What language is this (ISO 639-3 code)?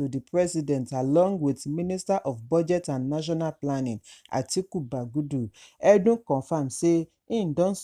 pcm